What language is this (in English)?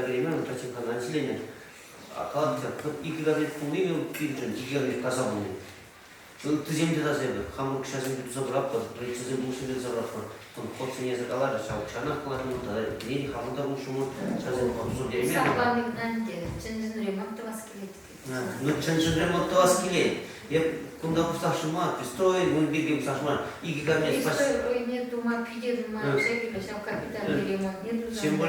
Chuvash